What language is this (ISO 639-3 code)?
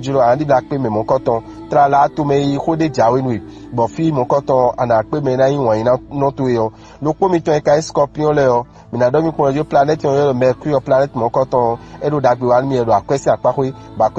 fon